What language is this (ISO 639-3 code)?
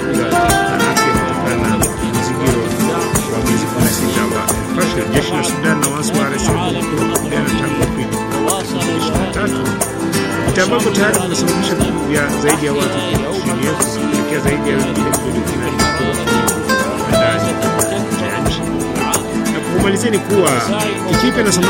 swa